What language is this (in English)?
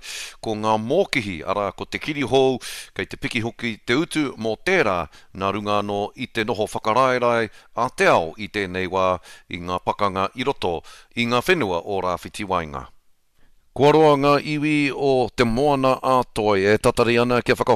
Māori